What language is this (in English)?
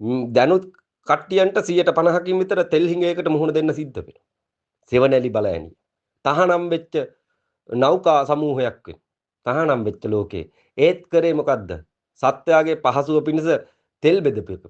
Sinhala